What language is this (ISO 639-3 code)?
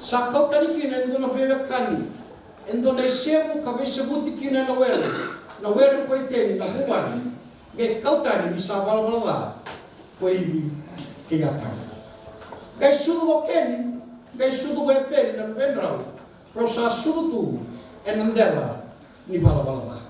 fij